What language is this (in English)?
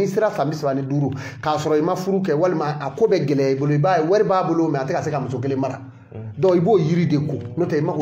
Bambara